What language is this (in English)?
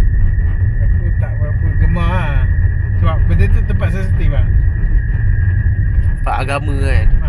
Malay